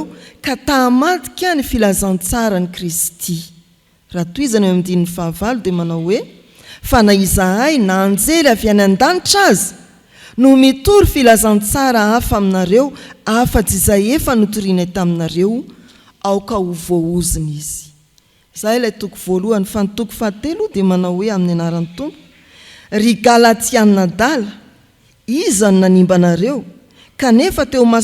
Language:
Malagasy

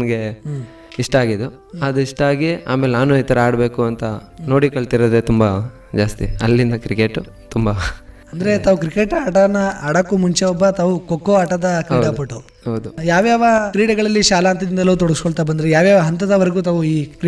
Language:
Kannada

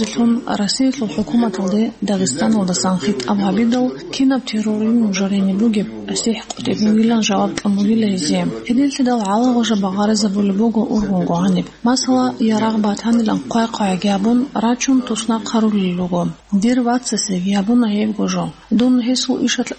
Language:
Avaric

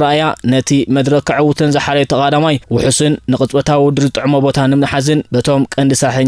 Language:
Tigrinya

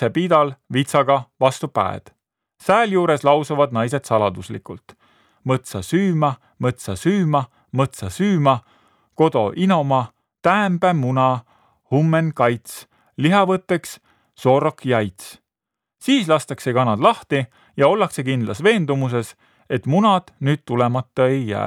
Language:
Estonian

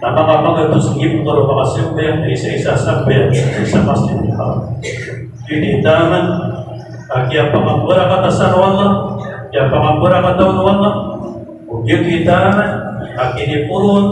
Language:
Maranao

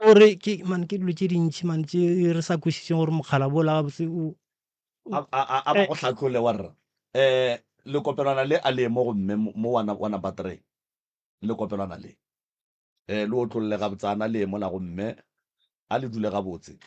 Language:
Northern Sotho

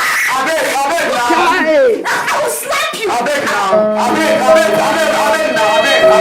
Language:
Nigerian Pidgin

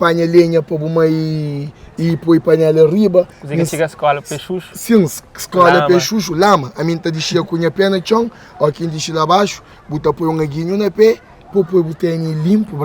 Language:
Kabuverdianu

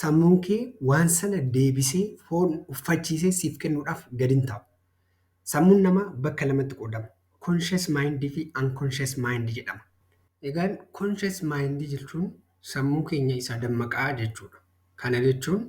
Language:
Oromo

